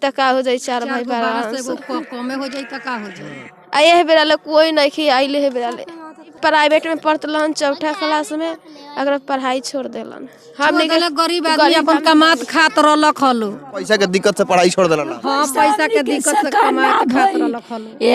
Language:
Bhojpuri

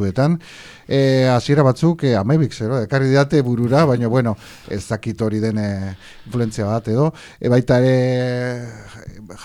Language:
Basque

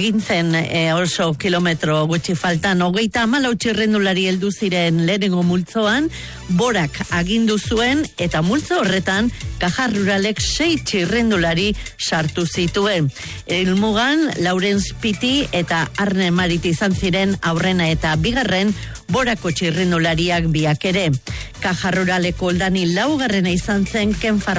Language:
Basque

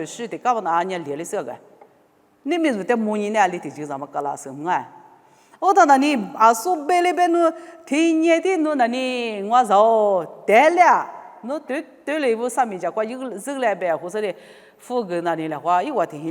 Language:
Lisu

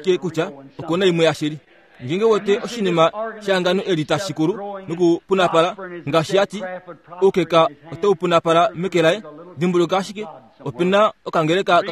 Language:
Kuanyama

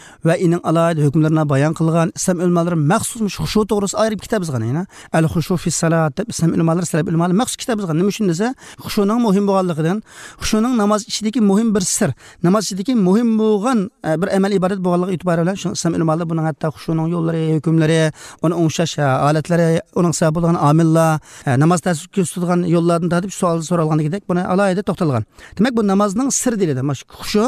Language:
Uyghur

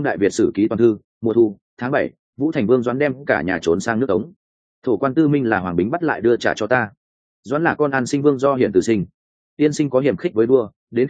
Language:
Vietnamese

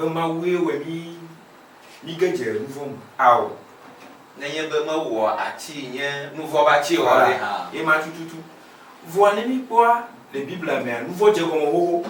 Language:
Ewe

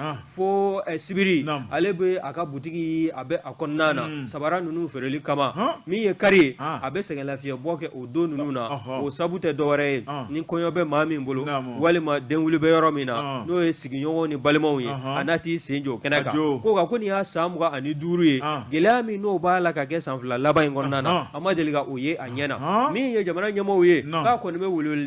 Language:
Bambara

